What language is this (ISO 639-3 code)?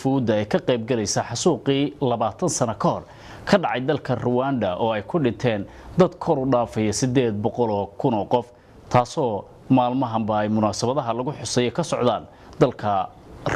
som